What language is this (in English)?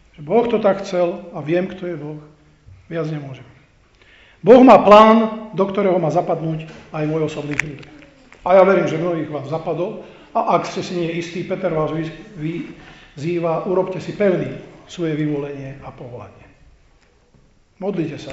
Slovak